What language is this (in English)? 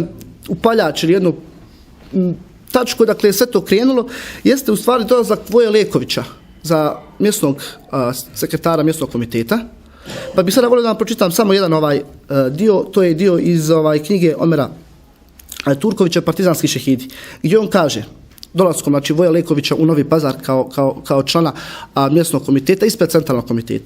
Bosnian